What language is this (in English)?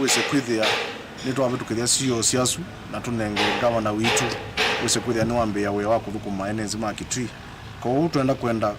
Kamba